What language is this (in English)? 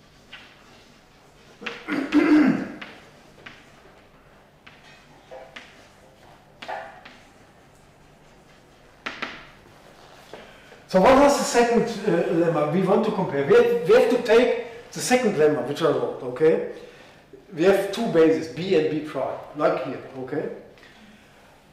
English